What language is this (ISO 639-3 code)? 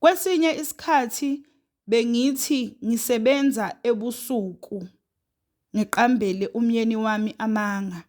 zul